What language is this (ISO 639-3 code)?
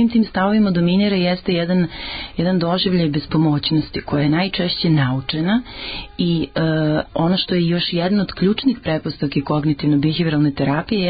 srp